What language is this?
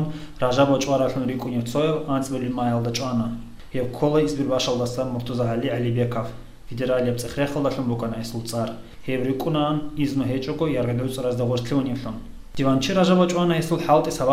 Avaric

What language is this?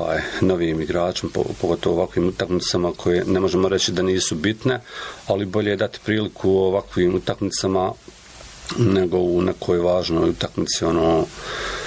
Croatian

